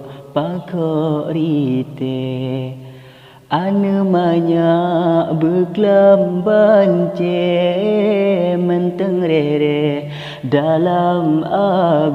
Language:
Achinese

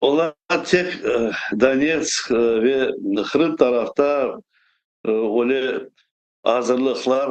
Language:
Crimean Tatar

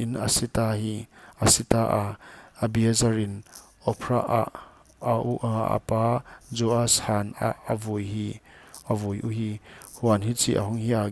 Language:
Paite Chin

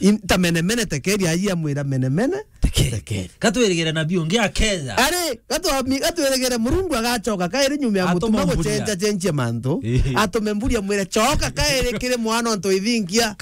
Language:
Meru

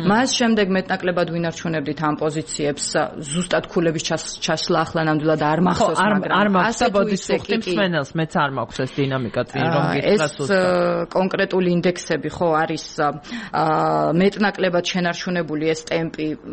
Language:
Georgian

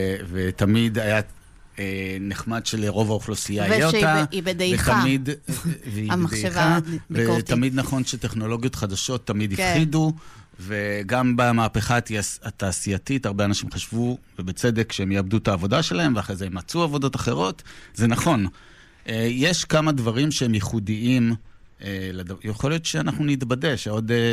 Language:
Hebrew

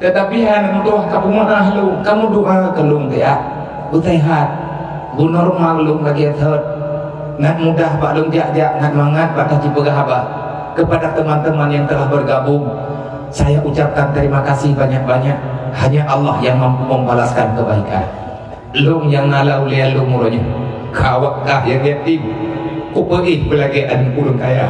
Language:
Achinese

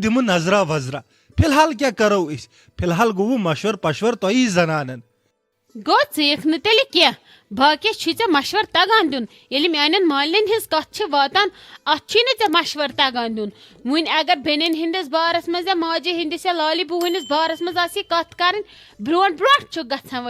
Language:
Kashmiri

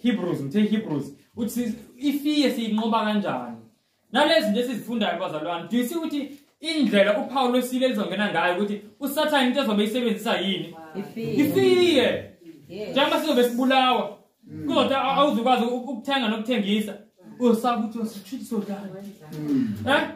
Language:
Zulu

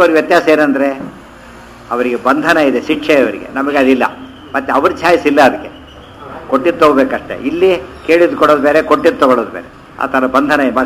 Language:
Kannada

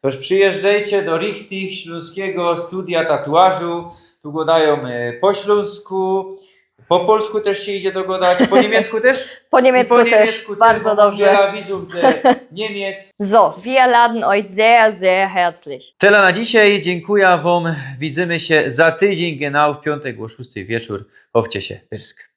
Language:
Silesian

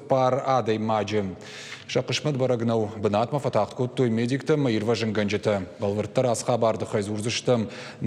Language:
Ossetic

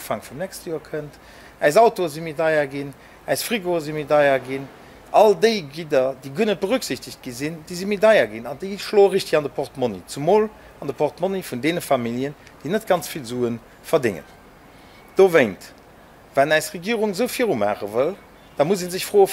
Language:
Luxembourgish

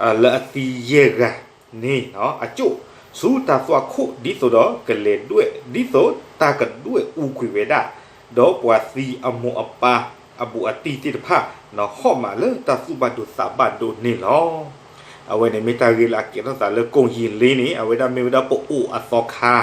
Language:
S'gaw Karen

